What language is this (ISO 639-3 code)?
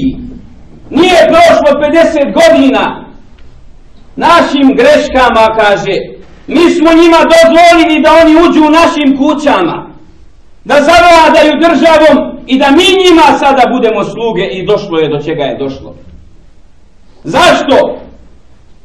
bos